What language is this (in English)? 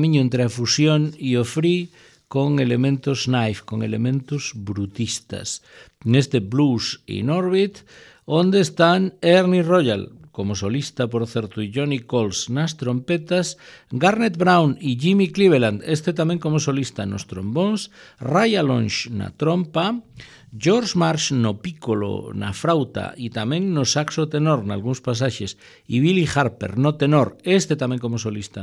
Galician